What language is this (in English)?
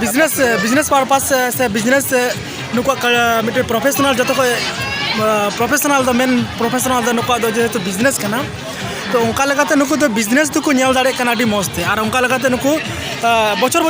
Santali